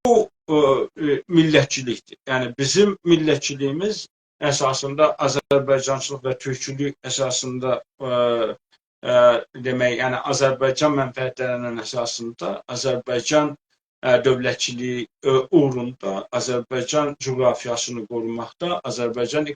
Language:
South Azerbaijani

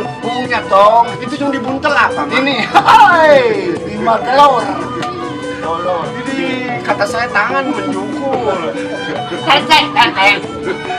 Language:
Betawi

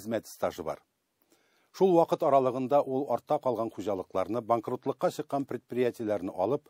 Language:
Tatar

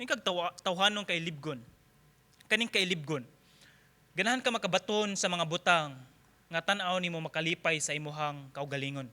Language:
Cebuano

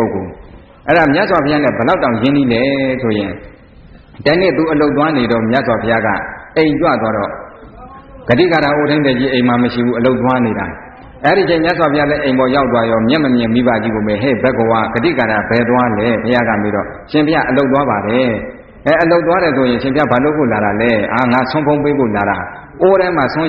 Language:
Burmese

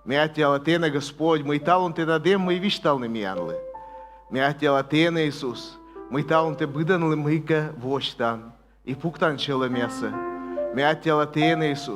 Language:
Komi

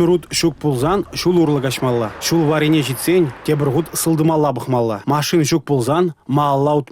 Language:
Chuvash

